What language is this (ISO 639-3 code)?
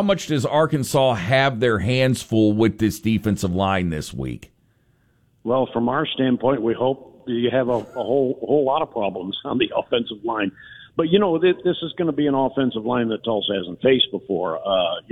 eng